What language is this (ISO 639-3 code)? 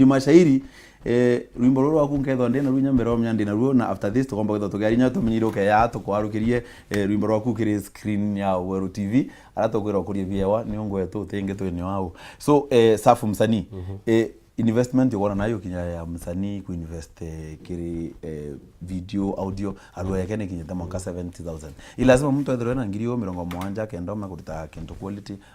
mer